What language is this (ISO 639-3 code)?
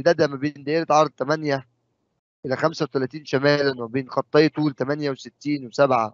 arz